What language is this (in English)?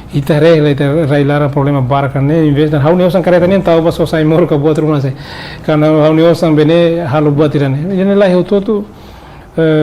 Tetum